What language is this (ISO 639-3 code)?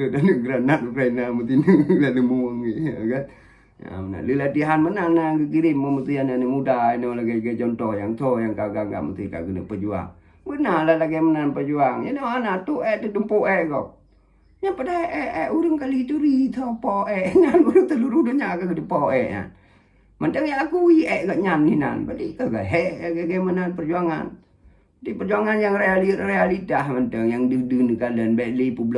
ace